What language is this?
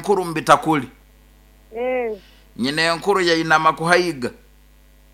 Nyoro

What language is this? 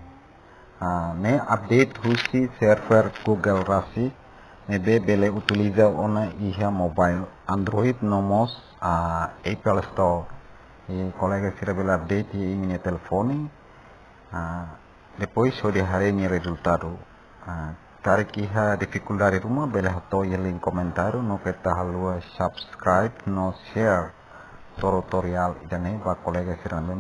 Tetum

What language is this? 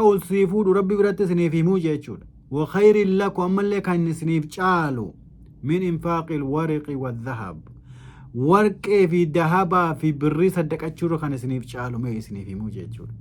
Oromo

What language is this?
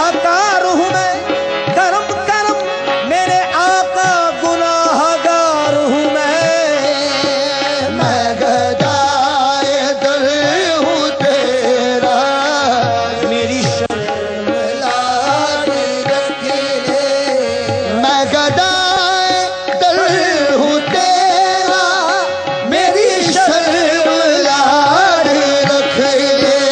Urdu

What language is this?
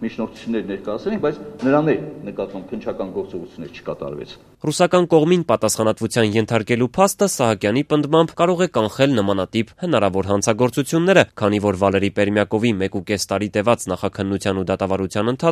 Armenian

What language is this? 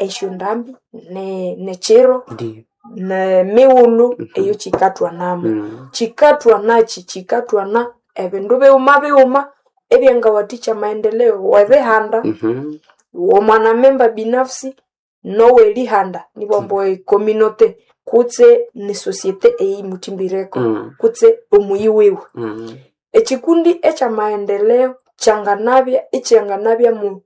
Nande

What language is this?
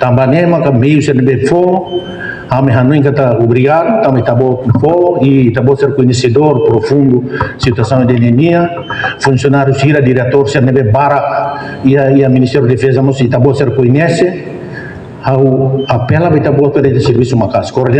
Tetum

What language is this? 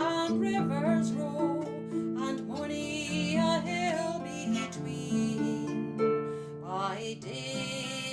Scots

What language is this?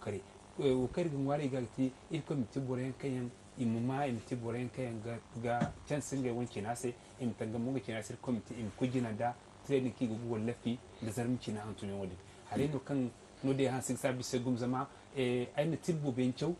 Zarma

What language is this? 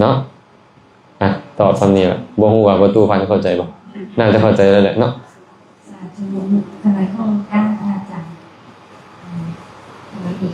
Lao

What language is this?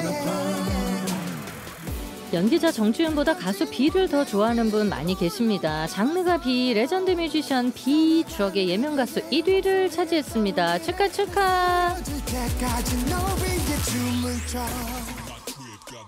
Korean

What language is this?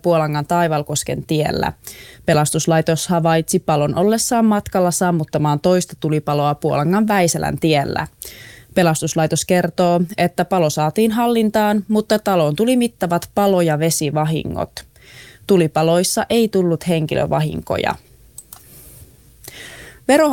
Finnish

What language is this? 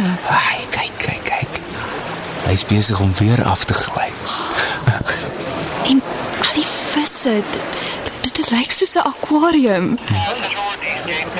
Afrikaans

